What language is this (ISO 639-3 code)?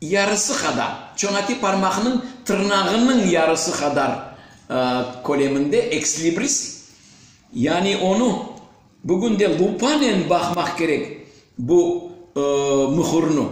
crh